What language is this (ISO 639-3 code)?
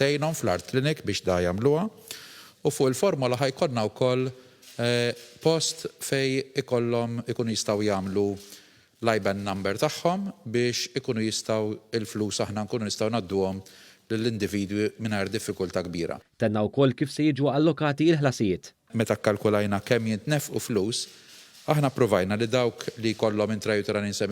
mlt